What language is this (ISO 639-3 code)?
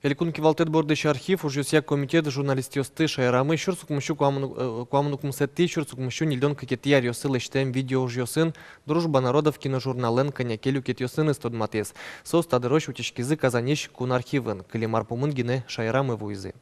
udm